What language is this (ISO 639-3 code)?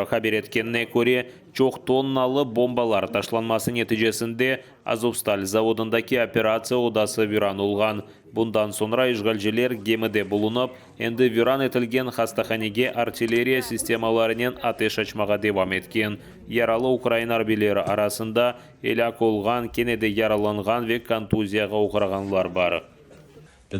crh